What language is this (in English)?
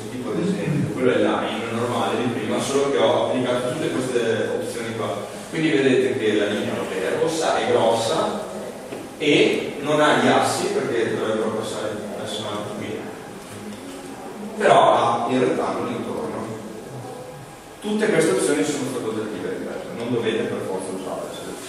Italian